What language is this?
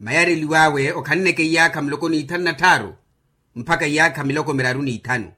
Makhuwa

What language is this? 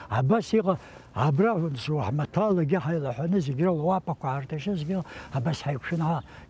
Abkhazian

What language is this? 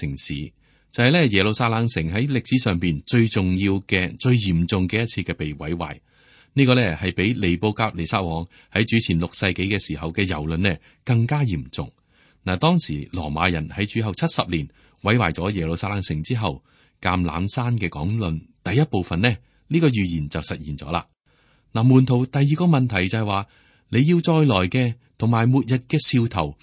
Cantonese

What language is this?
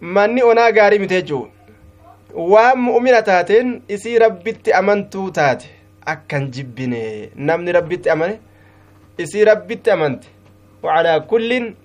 Somali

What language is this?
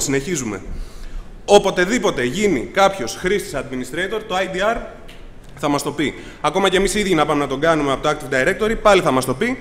Greek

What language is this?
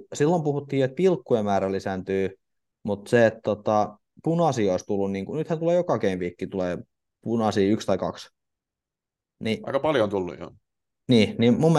Finnish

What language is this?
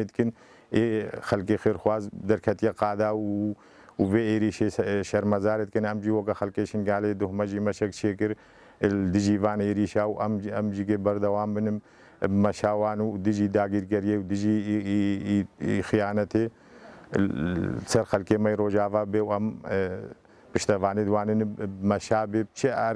Kurdish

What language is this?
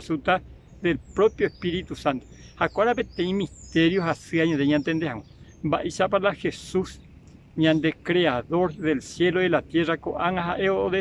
Guarani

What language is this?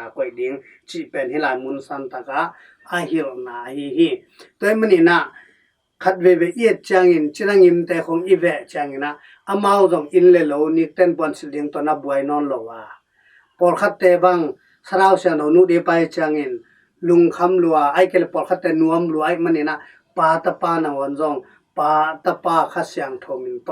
Tedim Chin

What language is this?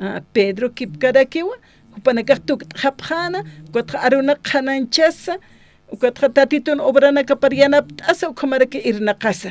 Aymara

